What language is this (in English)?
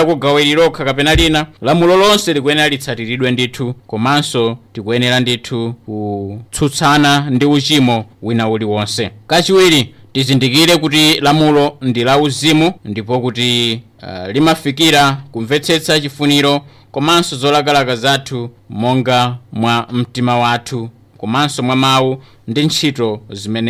Nyanja